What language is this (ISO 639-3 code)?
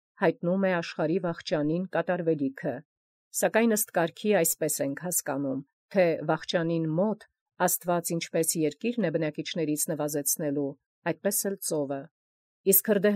hye